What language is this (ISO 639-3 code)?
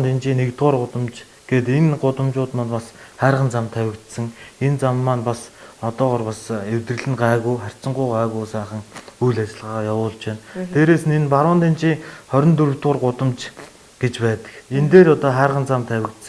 mon